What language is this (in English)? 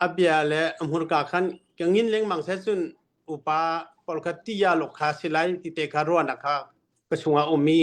Hakha Chin